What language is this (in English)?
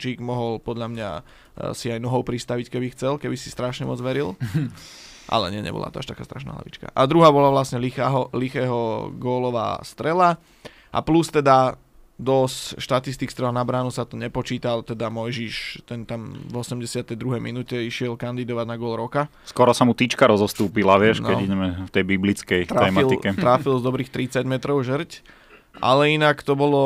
Slovak